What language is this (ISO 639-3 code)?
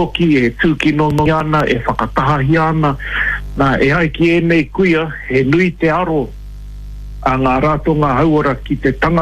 mri